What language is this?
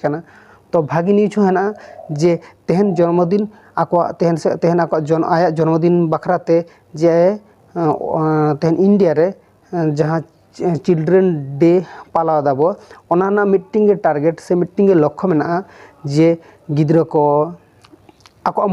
Santali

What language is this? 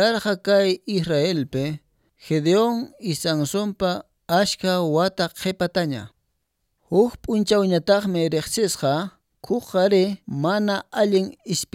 Quechua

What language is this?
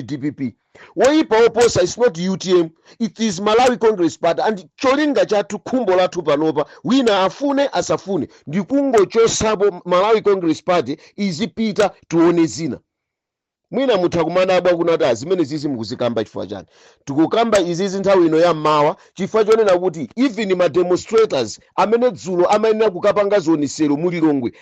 Nyanja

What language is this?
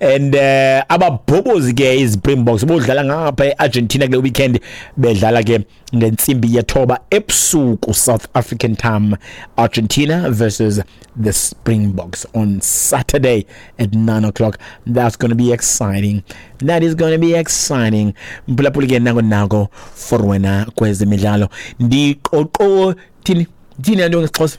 Xhosa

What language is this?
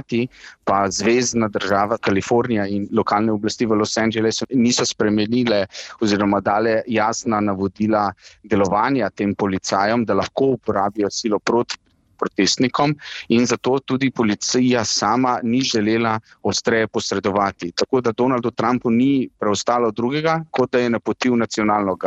Slovenian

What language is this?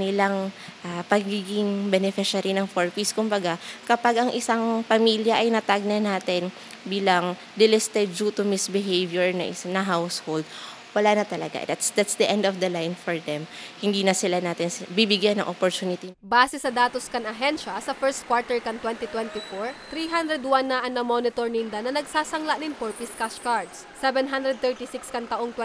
Bikol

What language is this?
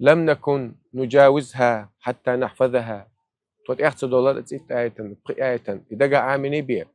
Chechen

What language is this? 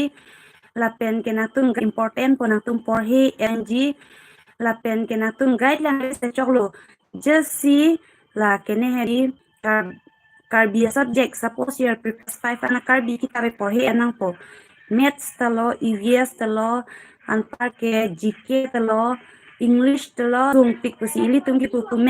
Karbi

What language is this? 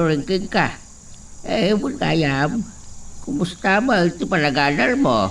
Iloko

